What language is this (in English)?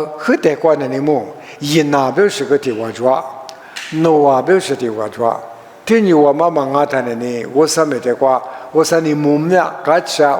Lisu